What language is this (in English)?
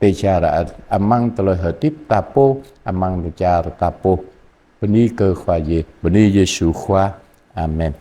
Jarai